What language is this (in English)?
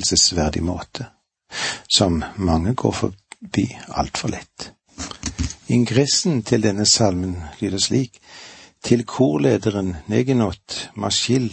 Norwegian